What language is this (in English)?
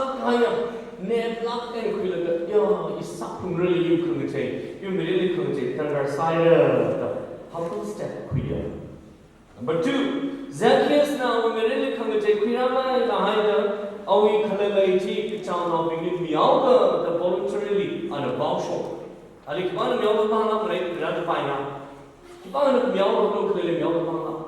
Tangkhul Naga (India)